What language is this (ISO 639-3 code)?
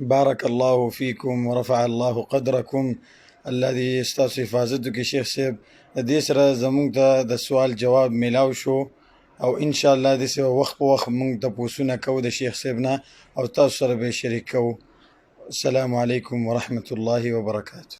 pus